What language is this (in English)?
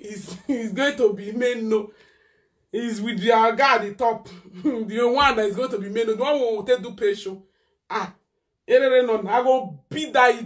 Nigerian Pidgin